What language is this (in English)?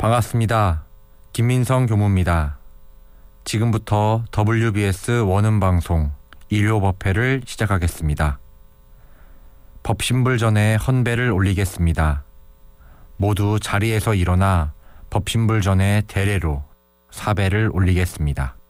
Korean